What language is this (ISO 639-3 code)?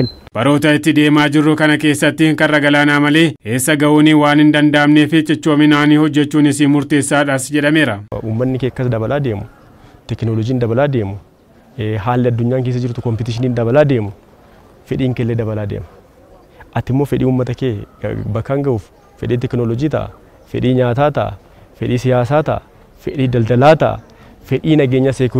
orm